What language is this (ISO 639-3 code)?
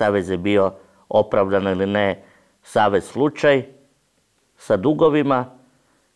hrv